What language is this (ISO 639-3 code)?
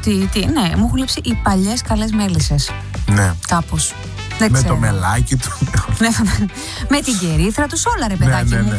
ell